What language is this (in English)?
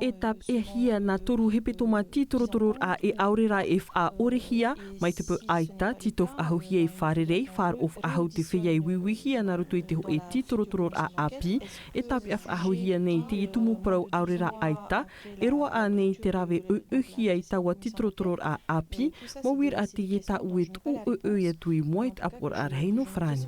Tahitian